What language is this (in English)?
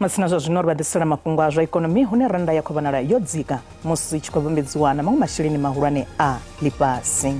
Venda